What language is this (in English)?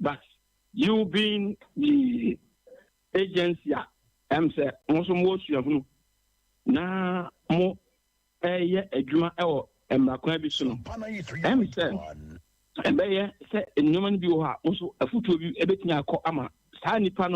Akan